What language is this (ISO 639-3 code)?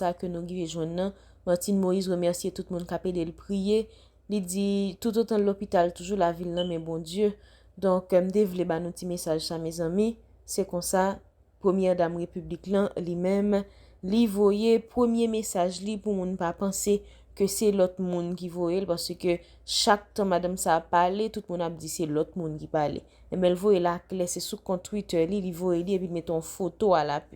hat